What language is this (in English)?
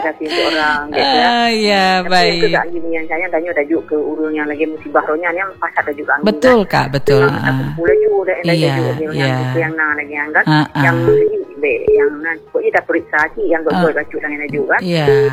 Indonesian